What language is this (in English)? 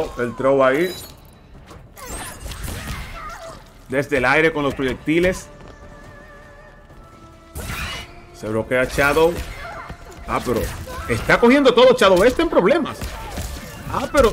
Spanish